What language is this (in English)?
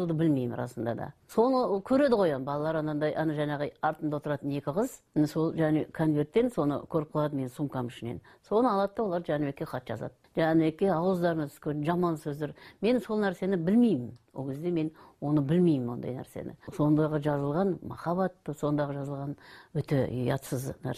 Kazakh